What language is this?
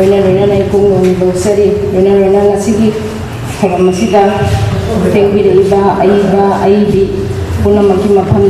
Manipuri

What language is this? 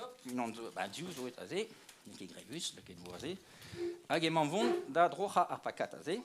Breton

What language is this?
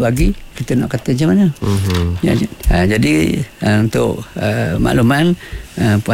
Malay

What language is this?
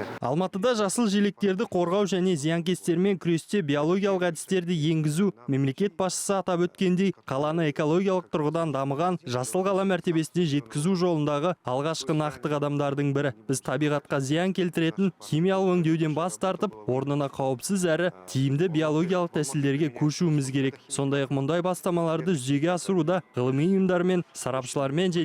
Kazakh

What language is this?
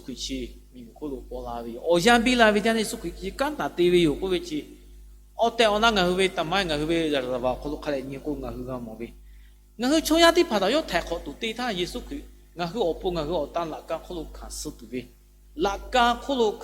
Lahu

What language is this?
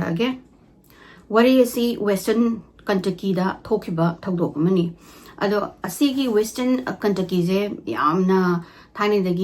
Manipuri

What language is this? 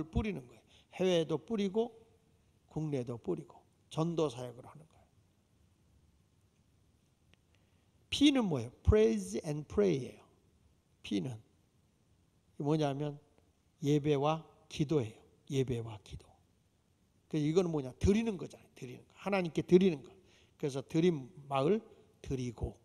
Korean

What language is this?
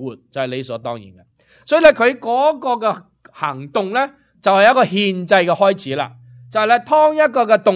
Cantonese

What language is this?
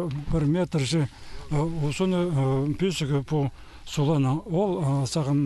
Khakas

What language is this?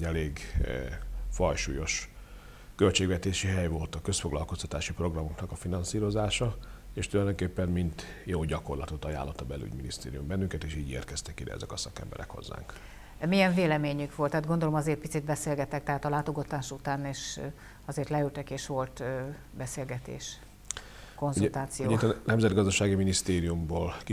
Hungarian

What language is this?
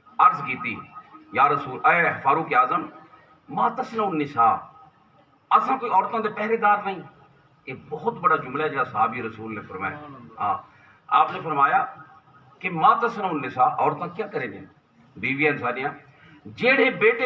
Saraiki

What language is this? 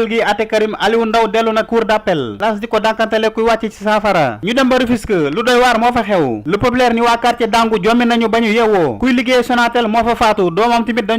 Wolof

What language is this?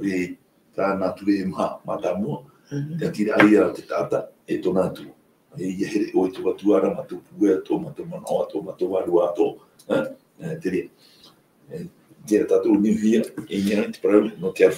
Tahitian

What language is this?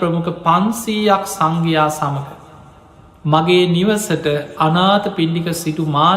Sinhala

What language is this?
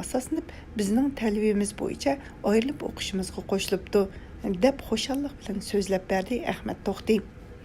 Uyghur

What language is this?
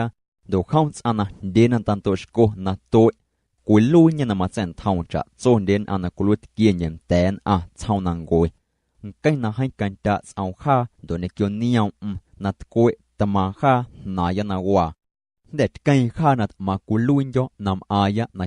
Guerrero Amuzgo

